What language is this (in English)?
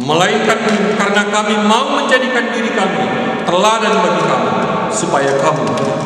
Batak Karo